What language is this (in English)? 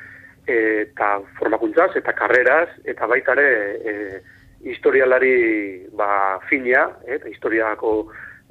Basque